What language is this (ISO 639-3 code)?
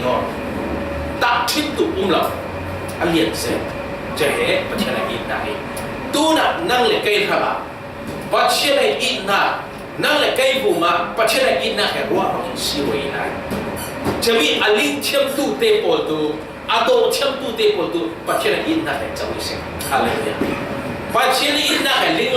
cfm